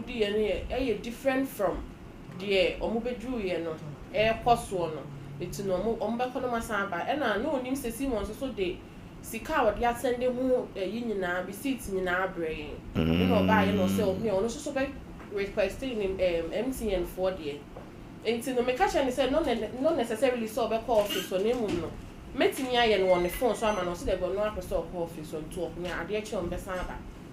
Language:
Akan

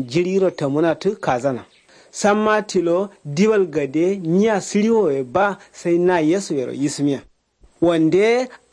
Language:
Kanuri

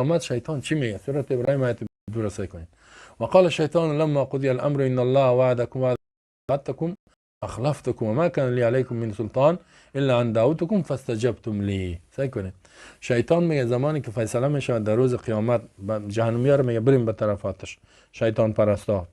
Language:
Persian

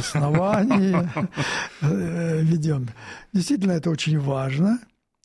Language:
Russian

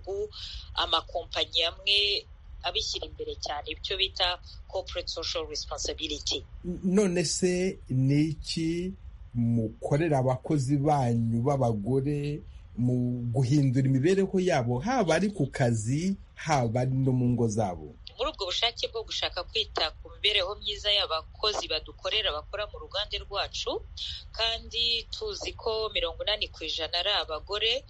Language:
Kinyarwanda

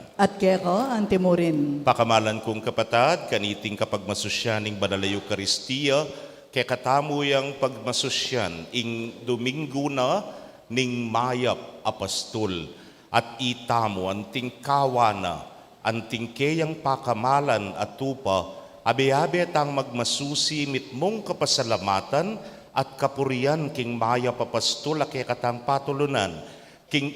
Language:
Pampanga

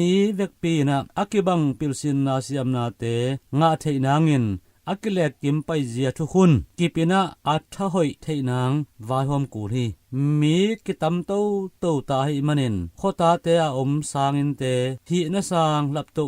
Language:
Tedim Chin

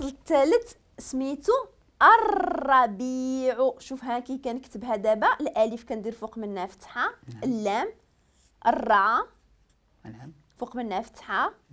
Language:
Moroccan Arabic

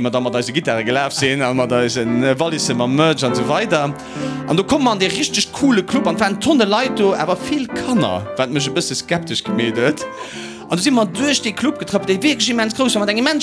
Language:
Luxembourgish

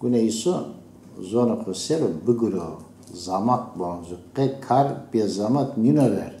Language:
Zaza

